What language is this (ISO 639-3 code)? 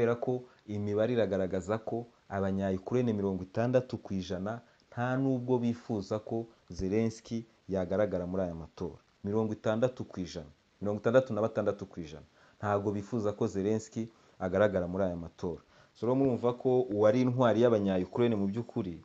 kin